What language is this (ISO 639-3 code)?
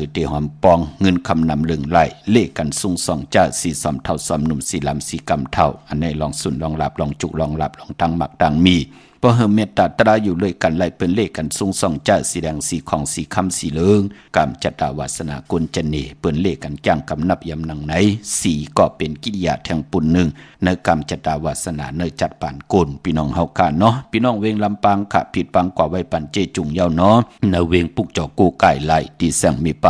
shn